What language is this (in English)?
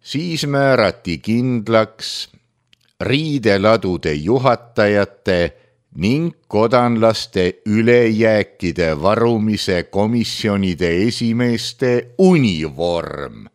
Estonian